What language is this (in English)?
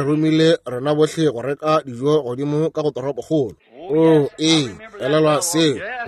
Northern Sotho